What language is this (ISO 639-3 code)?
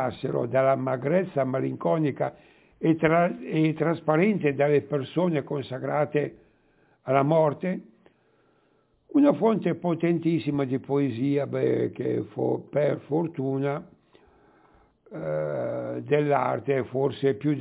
ita